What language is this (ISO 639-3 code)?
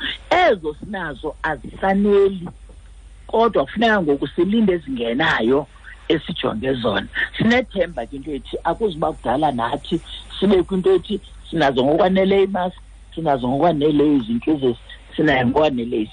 xho